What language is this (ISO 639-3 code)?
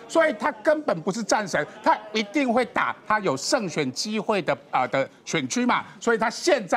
zho